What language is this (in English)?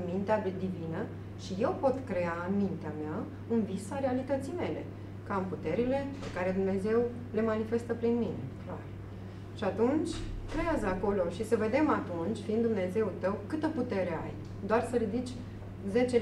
Romanian